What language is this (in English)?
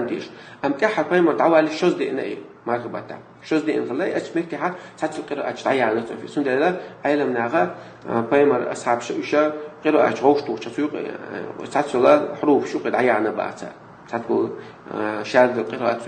Chechen